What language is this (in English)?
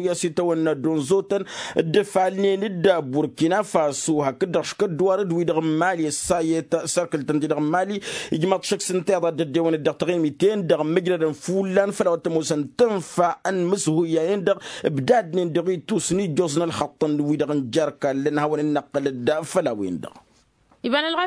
Tamasheq